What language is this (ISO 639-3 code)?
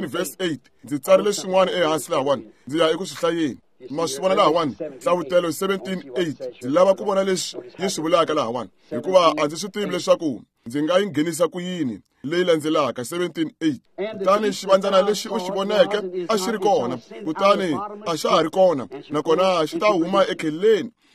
tso